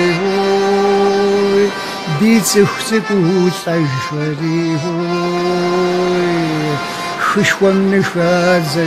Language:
Kabardian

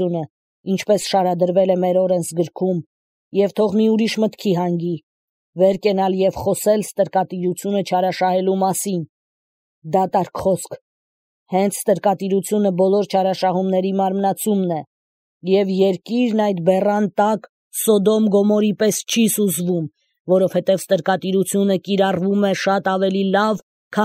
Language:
Armenian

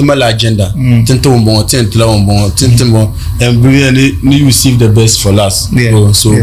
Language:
Dagbani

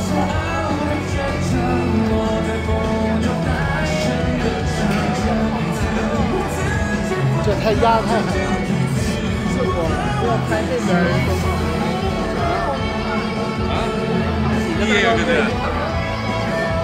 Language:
Chinese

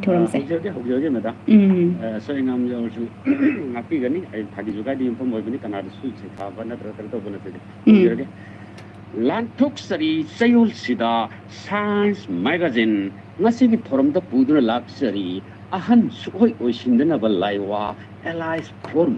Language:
Manipuri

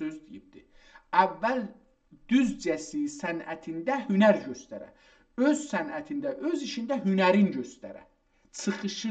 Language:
South Azerbaijani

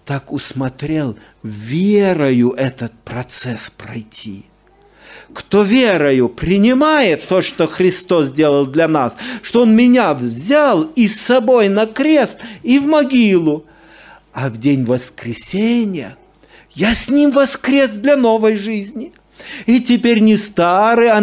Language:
Russian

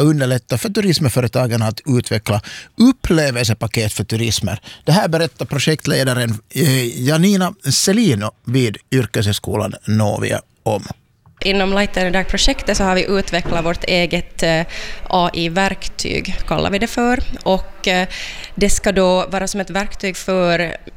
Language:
Swedish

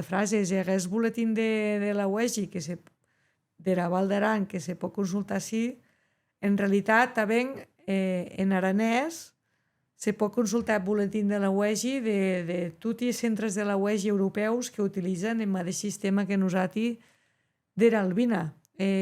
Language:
Occitan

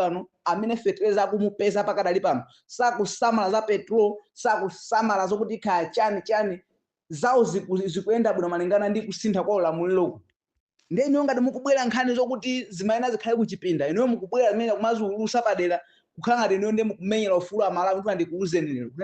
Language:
Nyanja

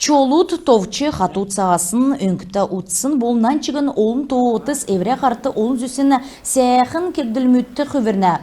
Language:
Kalmyk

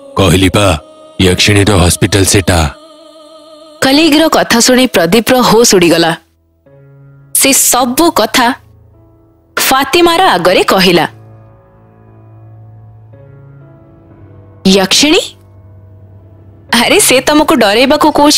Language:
Odia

